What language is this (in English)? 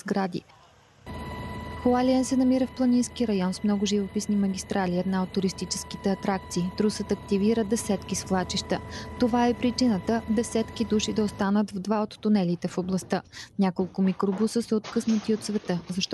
Bulgarian